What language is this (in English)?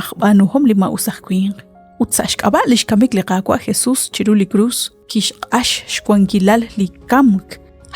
Kekchí